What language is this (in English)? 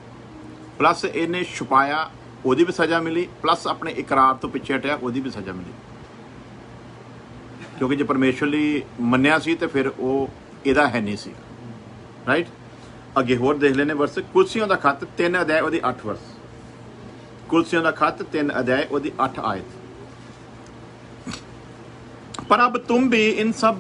Punjabi